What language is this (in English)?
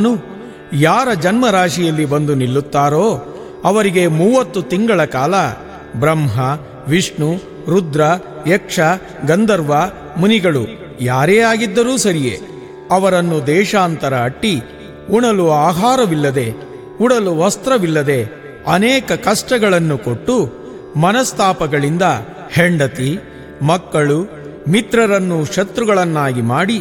Kannada